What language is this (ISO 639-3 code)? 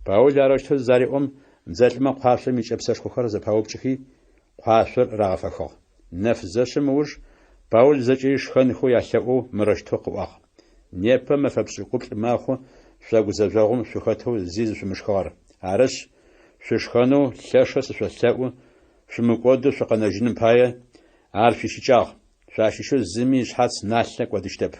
ady